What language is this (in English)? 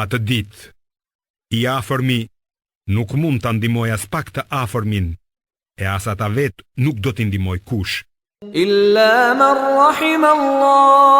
Albanian